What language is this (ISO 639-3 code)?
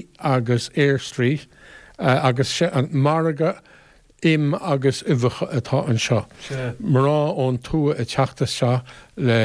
gle